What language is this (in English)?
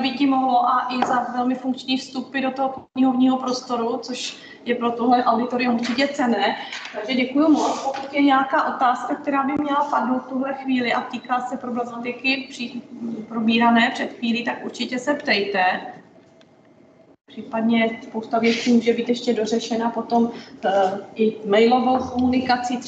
Czech